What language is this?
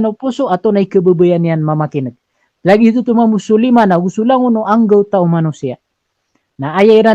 Maranao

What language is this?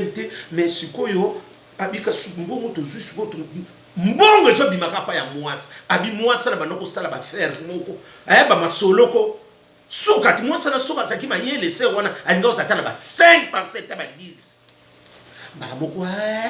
Lingala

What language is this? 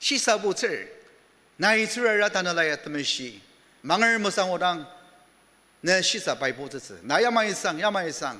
Ao Naga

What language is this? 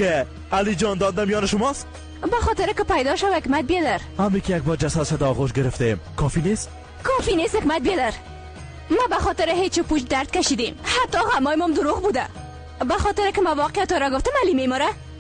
Persian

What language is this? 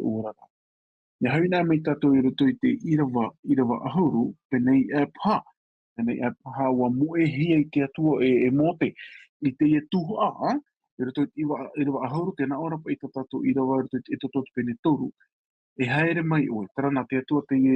Tahitian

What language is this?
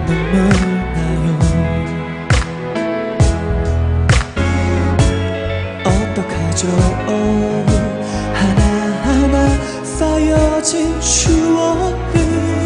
Korean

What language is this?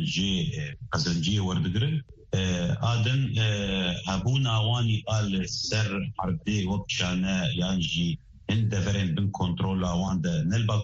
Kurdish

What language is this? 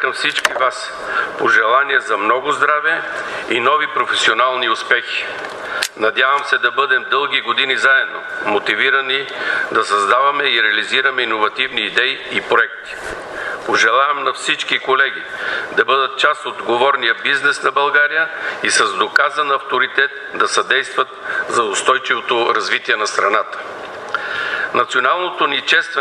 Bulgarian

